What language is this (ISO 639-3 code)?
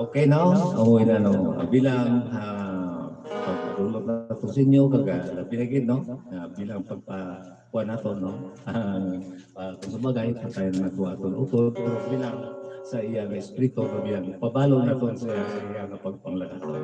hil